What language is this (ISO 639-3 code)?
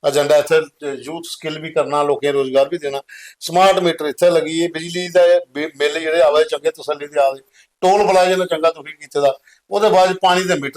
doi